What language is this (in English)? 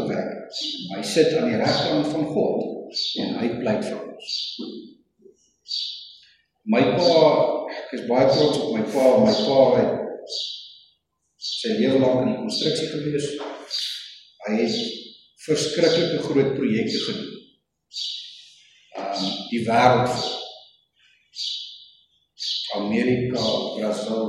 Afrikaans